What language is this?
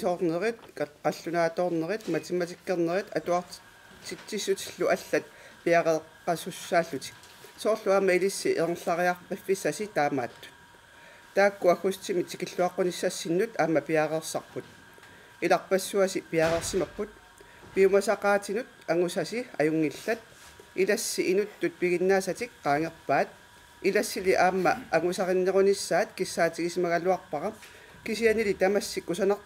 Kalaallisut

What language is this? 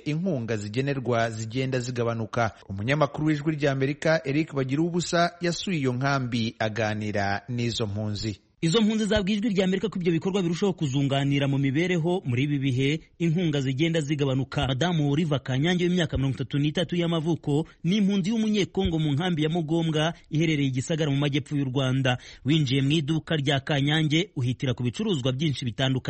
Kinyarwanda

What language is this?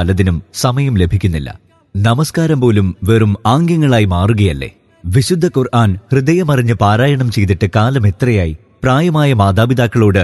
Malayalam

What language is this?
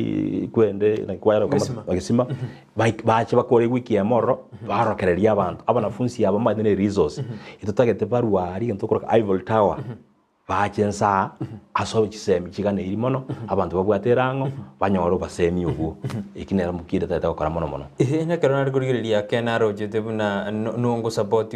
Gusii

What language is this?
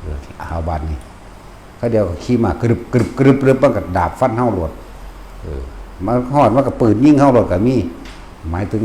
Northeastern Thai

